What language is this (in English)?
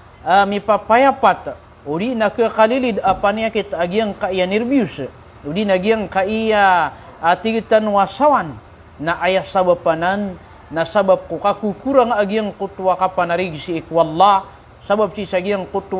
Maranao